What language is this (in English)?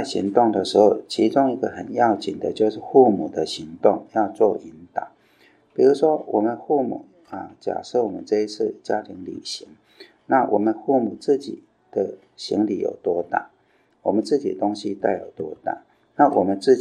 Chinese